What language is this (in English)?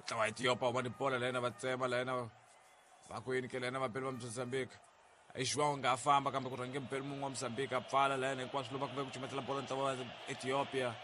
Tsonga